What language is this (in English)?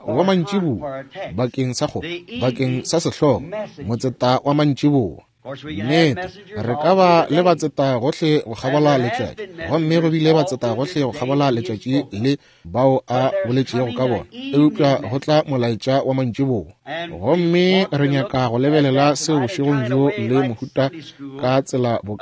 Northern Sotho